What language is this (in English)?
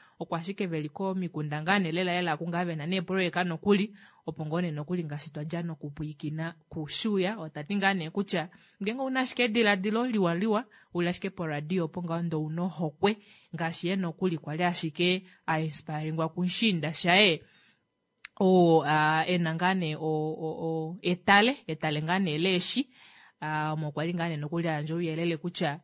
Kuanyama